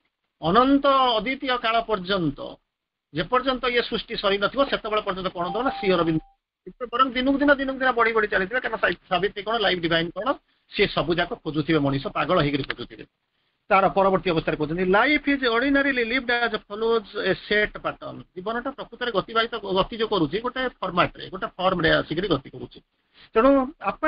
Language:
Odia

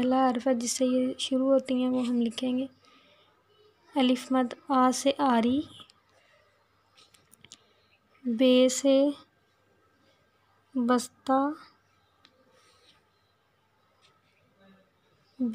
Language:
Hindi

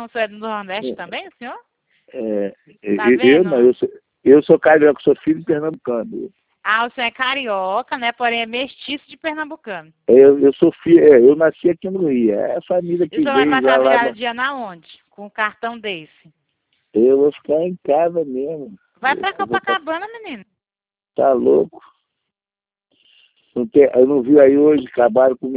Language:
Portuguese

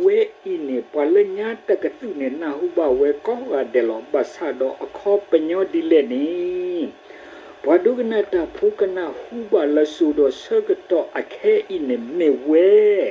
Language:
S'gaw Karen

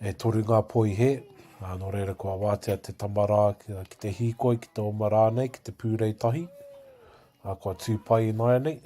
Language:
Māori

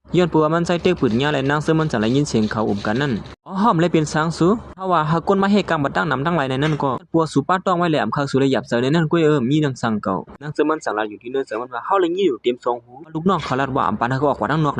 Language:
Shan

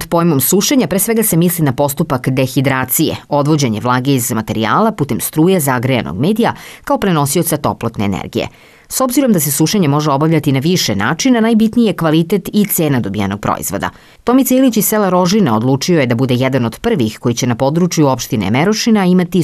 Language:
Serbian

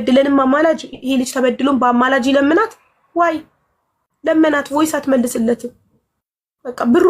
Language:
Amharic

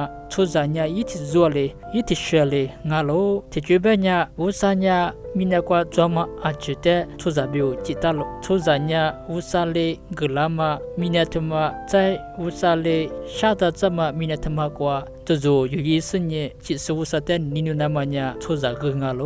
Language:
Lisu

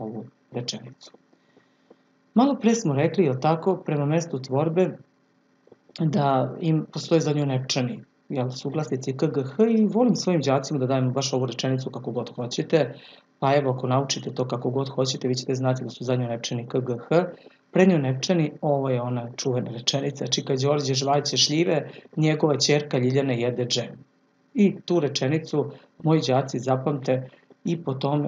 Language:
Serbian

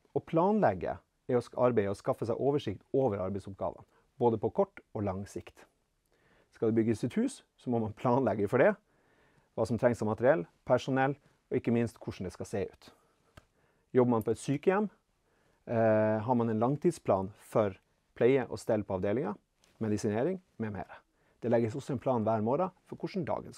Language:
Norwegian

